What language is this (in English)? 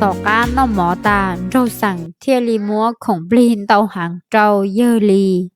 Hmong